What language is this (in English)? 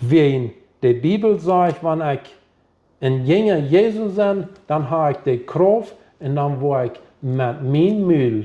Plautdietsch